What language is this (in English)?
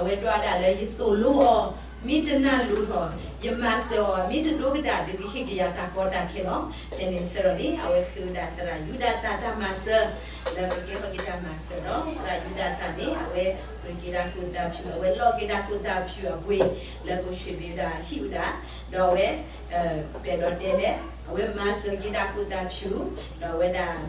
S'gaw Karen